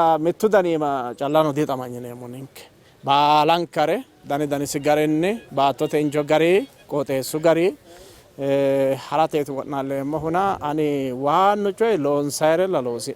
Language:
Sidamo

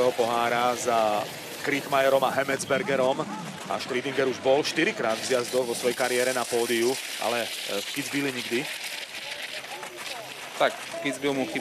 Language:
Slovak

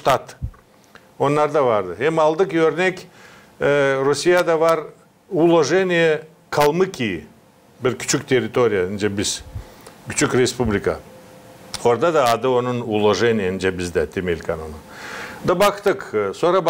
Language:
Gagauz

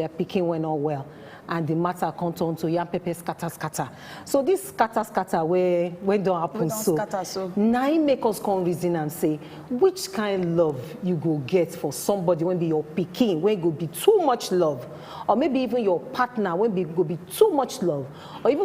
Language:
Nigerian Pidgin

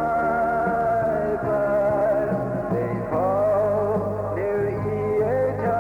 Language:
Poumei Naga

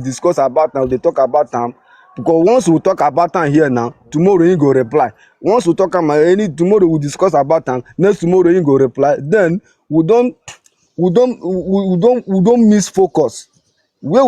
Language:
Nigerian Pidgin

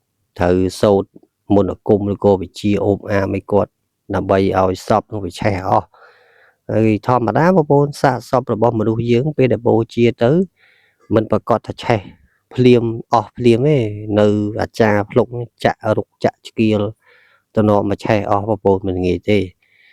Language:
Khmer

